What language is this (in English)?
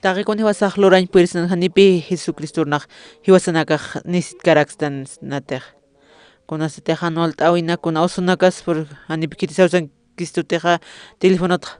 Aymara